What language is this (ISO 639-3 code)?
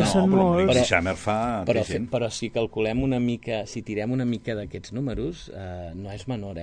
cat